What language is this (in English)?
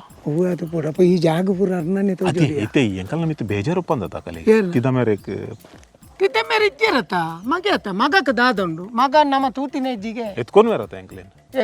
Tulu